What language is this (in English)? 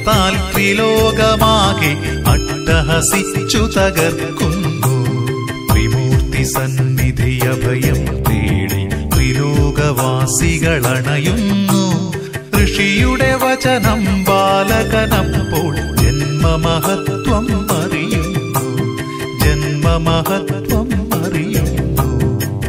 Malayalam